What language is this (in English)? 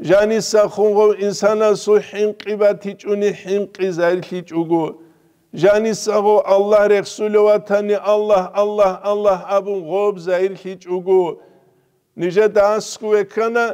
Avaric